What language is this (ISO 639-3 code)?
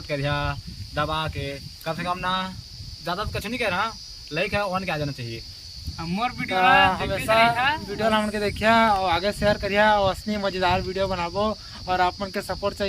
hne